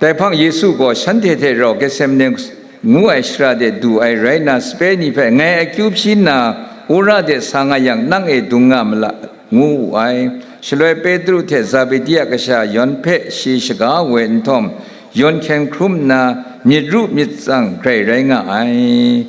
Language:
Kachin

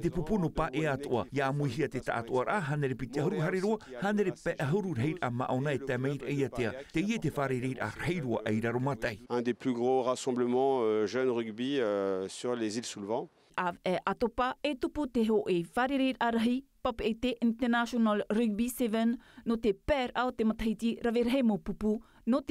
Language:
Tahitian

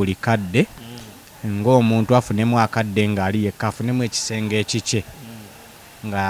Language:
Ganda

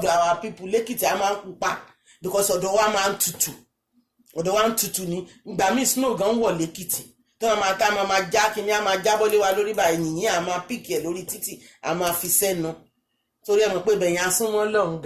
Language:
Yoruba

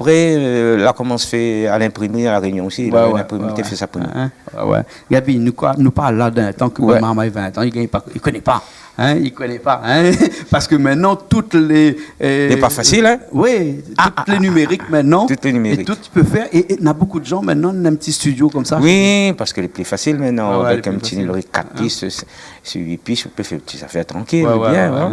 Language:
Réunion Creole French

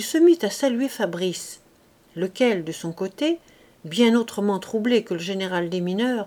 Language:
French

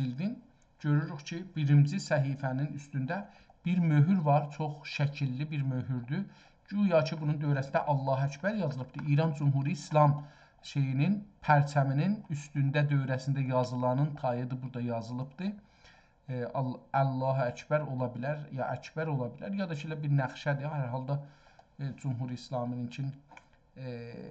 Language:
South Azerbaijani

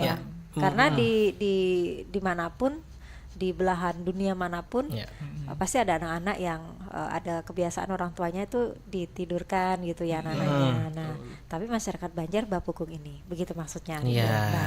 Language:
Banjar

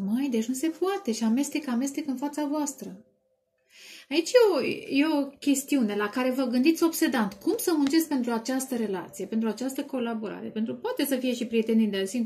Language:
Romanian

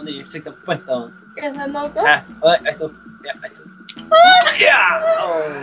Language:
Faroese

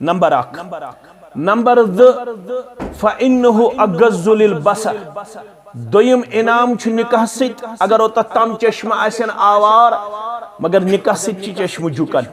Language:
Kashmiri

